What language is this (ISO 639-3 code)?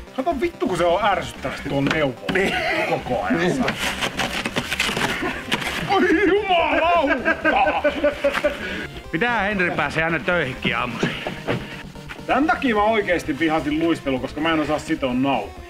fin